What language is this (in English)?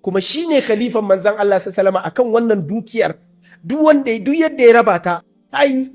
Hausa